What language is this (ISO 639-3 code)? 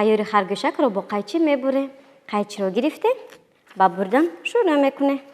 tgk